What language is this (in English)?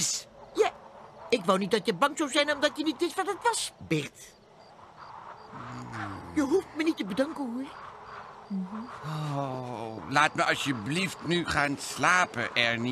Dutch